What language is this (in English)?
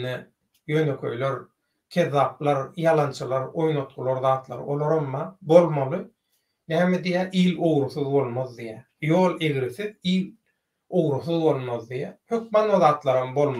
Turkmen